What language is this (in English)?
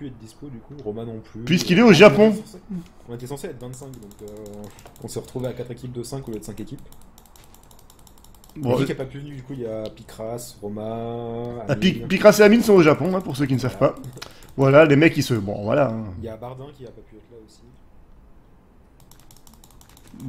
French